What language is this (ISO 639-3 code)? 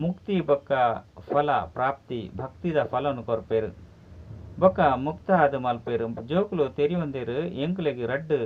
tcy